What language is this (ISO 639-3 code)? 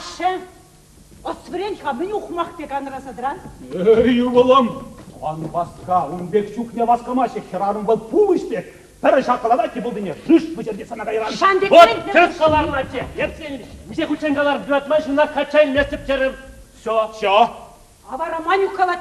chv